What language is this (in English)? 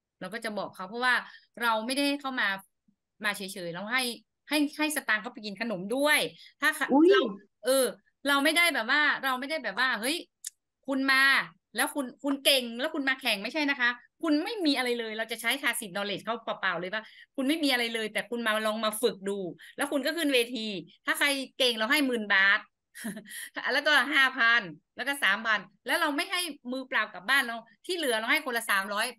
Thai